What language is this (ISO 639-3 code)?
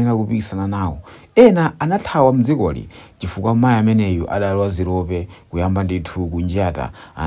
nya